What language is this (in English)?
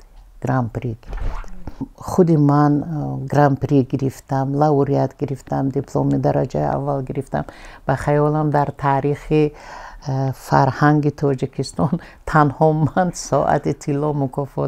Tajik